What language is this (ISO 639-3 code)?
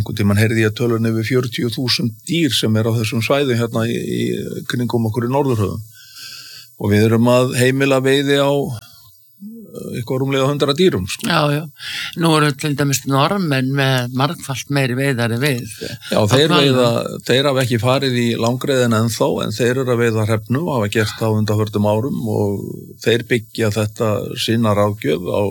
isl